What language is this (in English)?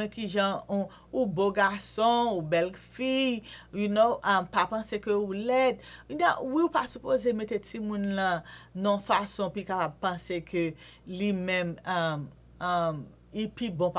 Haitian Creole